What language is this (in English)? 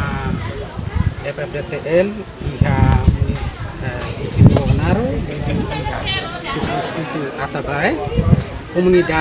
Tetum